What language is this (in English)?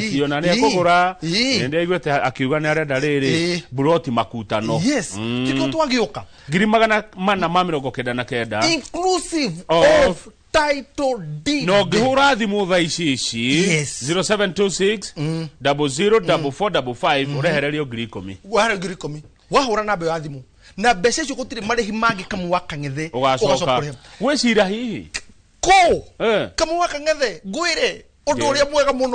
Kikuyu